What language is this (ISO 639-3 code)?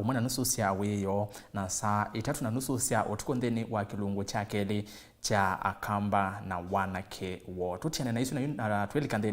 kam